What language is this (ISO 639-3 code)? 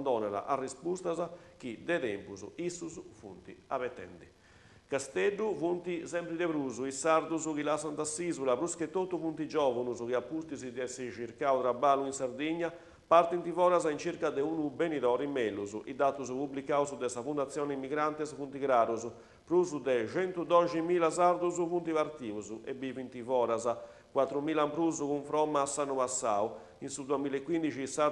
srd